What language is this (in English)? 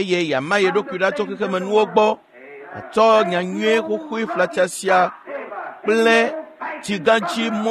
Ewe